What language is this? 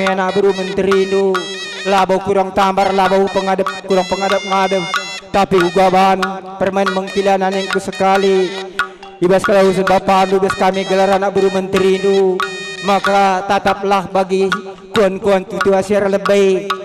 Batak Karo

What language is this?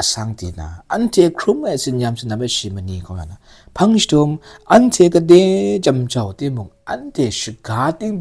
Kachin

